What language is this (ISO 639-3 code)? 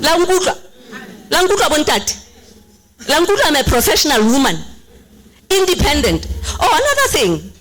sot